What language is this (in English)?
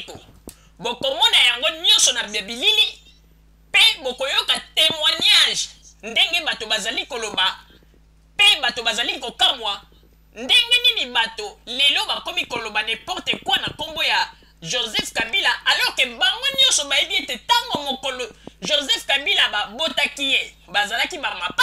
Lingala